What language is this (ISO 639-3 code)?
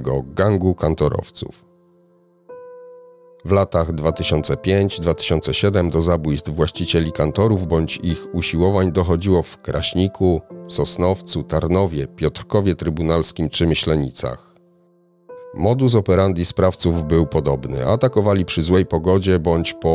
pol